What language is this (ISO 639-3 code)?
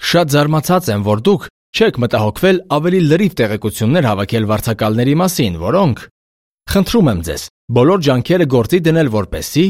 hye